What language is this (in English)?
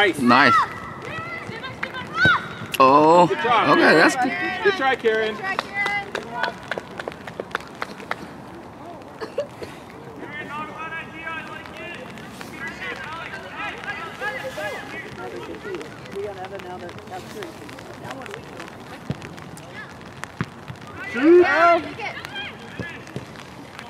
English